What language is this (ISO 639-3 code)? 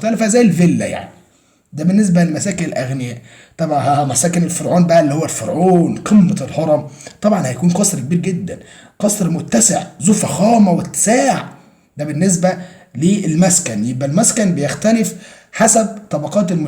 arz